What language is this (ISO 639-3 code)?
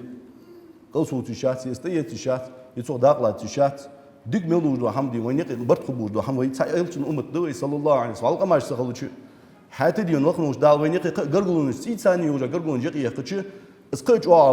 inh